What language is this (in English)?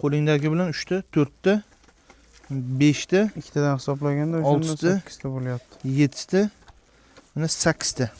Uzbek